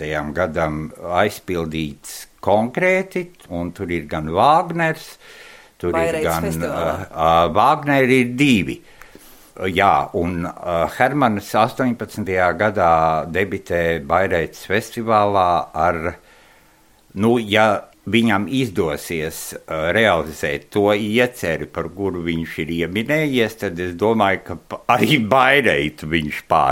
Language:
Latvian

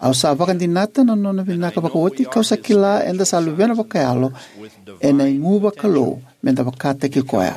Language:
Fijian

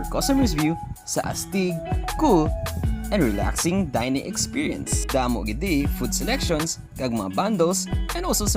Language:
Hiligaynon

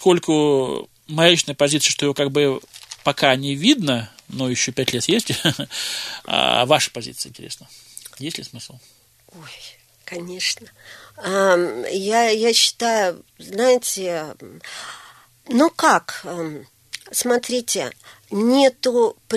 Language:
Russian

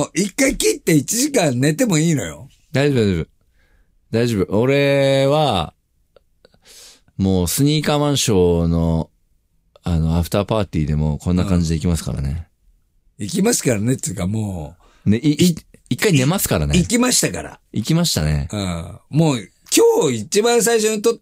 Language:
Japanese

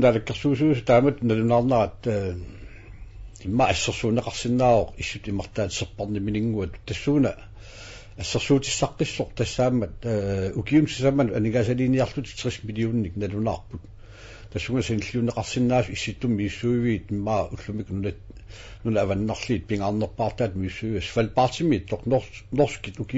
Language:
Kalaallisut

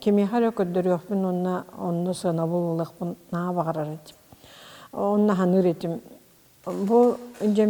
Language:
Yakut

